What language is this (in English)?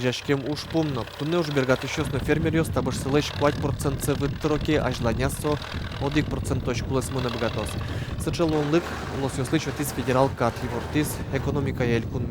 Udmurt